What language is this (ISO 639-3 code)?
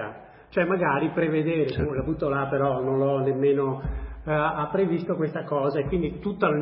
ita